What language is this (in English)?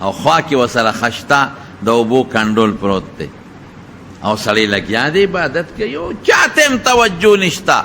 Pashto